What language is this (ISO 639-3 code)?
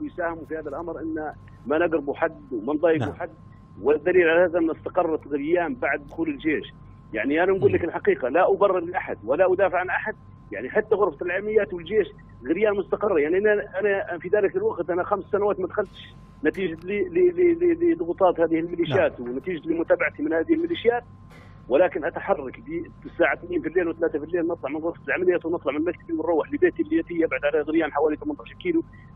ayl